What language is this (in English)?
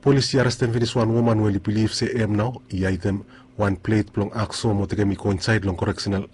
Bislama